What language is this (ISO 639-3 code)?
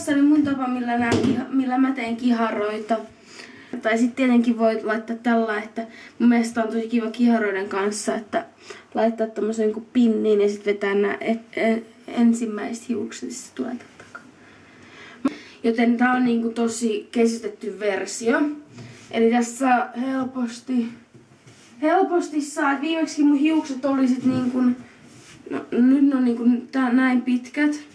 fin